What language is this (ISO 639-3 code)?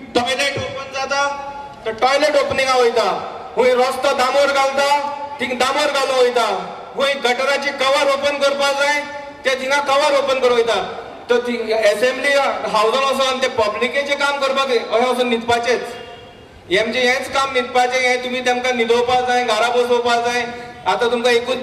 kok